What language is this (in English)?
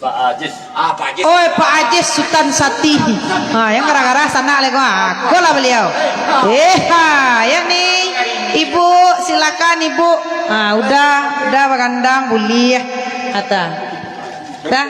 Minangkabau